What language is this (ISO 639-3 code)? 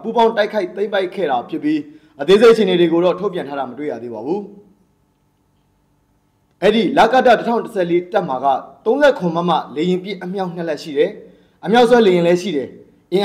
mya